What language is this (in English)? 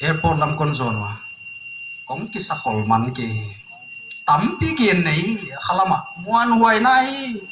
Paite Chin